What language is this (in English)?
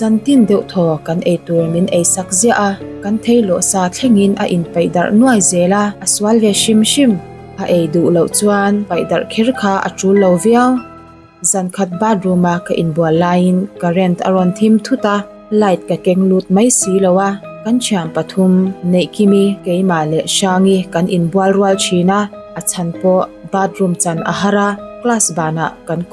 Mizo